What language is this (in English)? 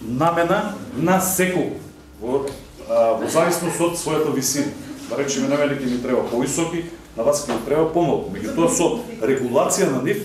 Macedonian